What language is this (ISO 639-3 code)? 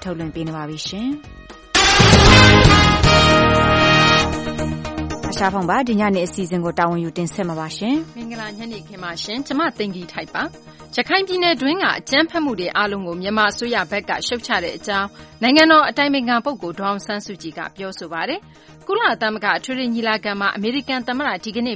mya